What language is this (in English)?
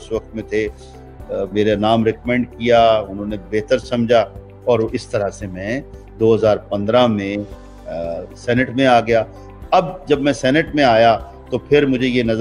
Urdu